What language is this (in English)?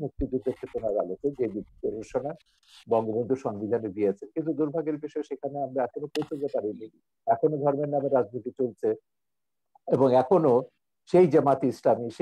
Bangla